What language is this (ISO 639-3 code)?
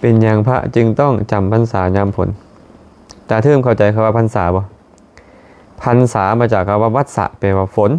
lao